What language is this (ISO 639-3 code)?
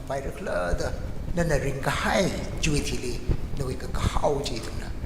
nmf